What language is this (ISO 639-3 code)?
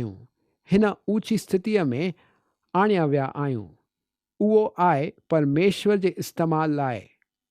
snd